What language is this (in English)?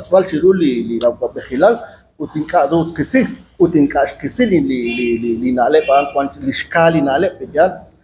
Kekchí